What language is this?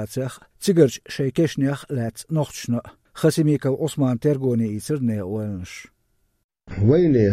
Chechen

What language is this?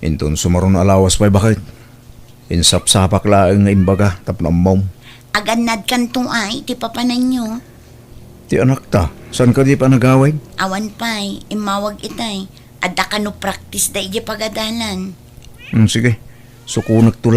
Iloko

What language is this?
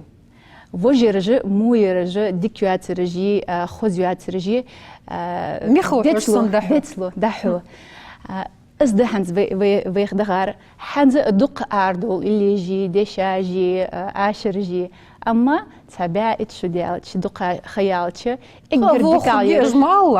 Ingush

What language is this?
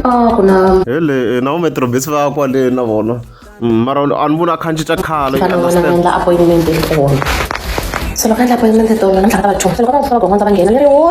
Tsonga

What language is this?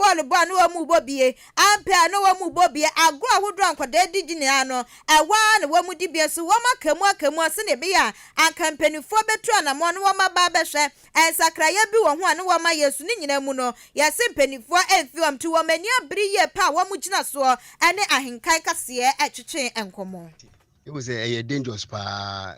Akan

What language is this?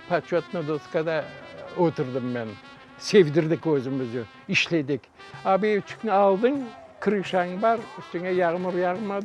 Crimean Tatar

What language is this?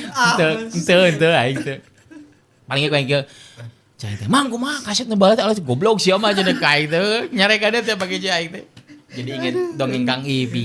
Sundanese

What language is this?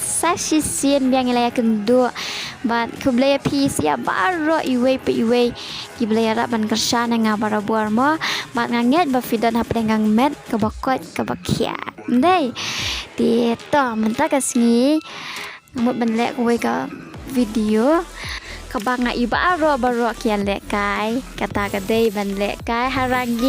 Khasi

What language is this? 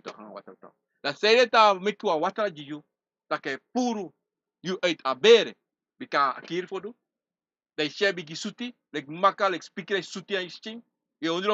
Sranan Tongo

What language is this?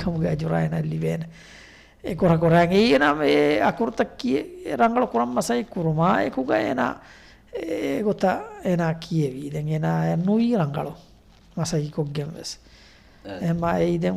Divehi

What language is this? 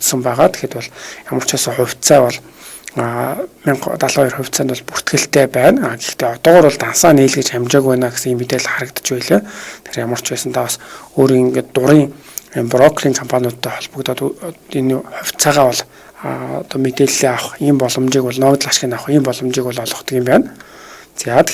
Mongolian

